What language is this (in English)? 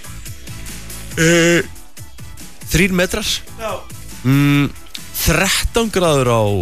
Icelandic